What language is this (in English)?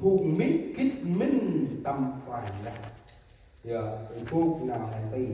Central Mnong